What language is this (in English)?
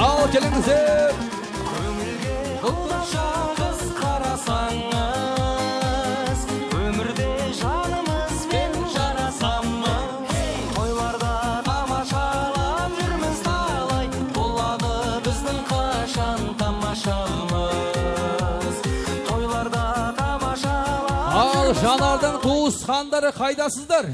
Kara-Kalpak